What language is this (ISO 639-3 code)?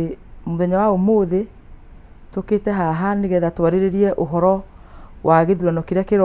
kik